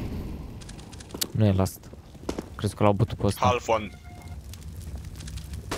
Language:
Romanian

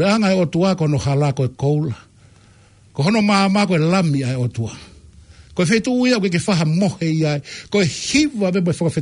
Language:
Tongan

